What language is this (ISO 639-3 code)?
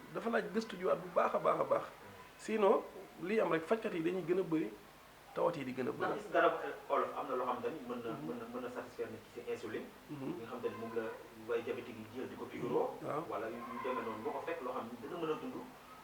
wol